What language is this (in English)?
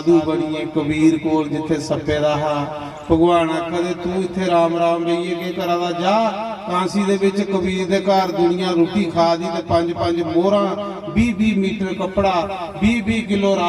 Dogri